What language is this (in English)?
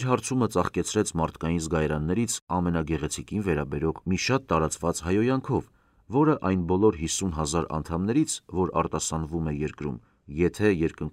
Armenian